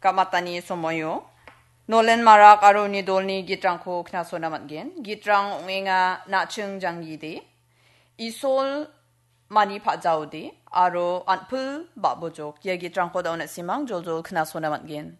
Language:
Garo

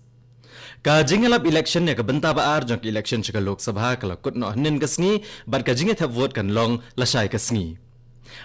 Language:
Khasi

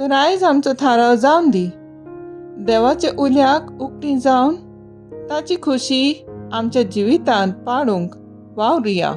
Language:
Konkani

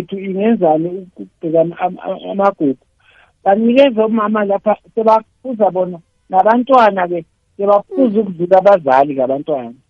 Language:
South Ndebele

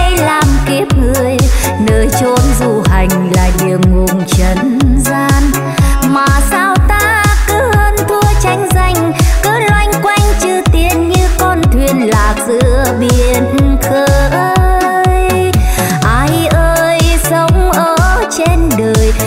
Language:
Vietnamese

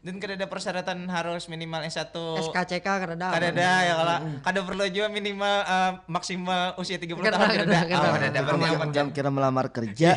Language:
Banjar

